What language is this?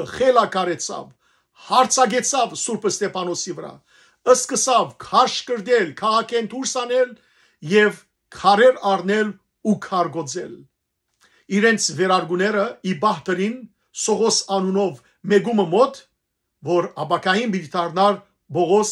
Western Armenian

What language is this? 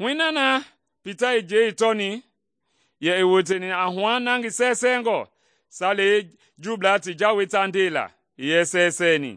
Mende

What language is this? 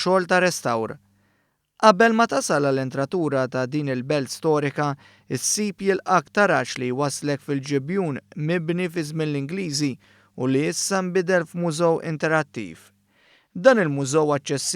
Maltese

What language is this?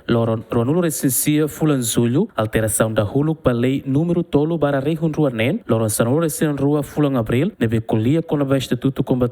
Tetum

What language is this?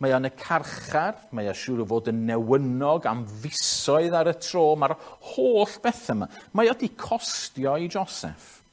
Welsh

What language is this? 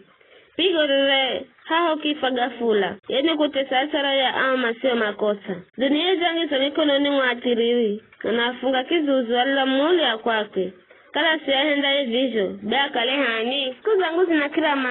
Giryama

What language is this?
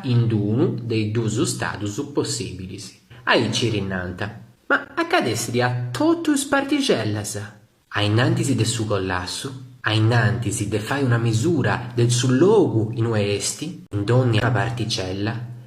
Sardinian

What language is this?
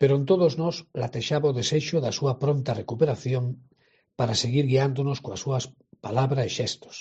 Galician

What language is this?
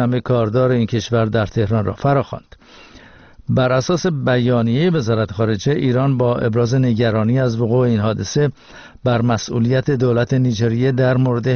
Persian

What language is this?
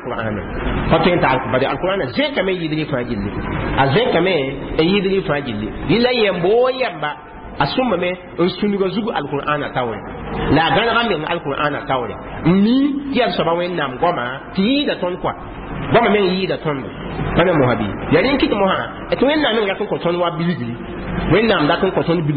Mossi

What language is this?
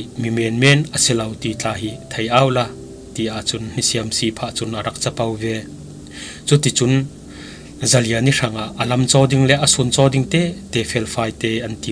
Falam Chin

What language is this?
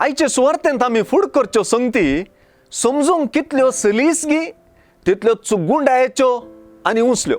Konkani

